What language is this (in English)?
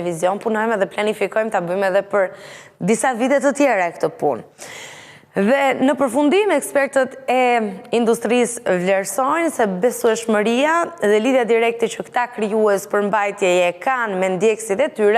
Albanian